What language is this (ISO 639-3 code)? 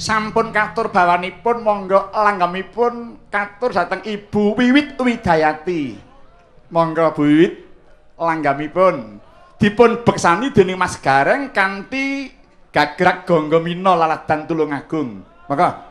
jav